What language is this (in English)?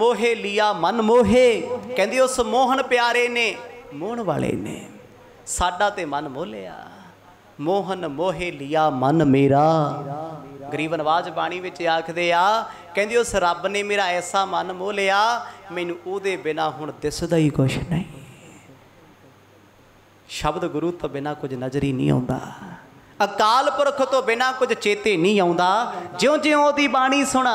Punjabi